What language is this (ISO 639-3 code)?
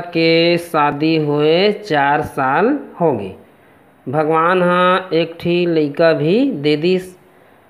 hne